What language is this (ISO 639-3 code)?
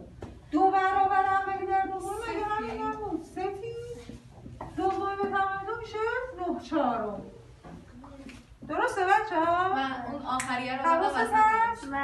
fas